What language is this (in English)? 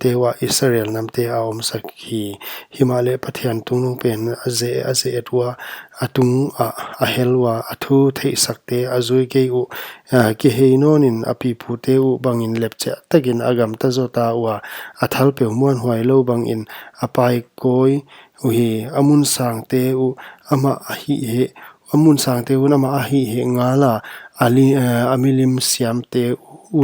Paite Chin